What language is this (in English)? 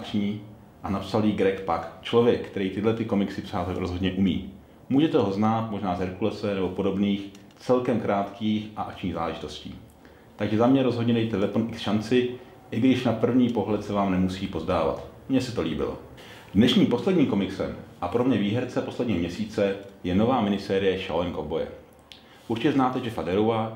Czech